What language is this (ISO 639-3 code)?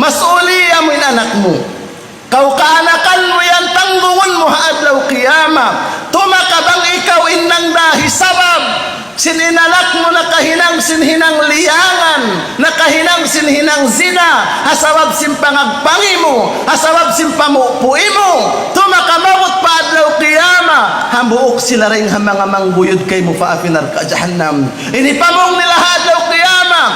tsg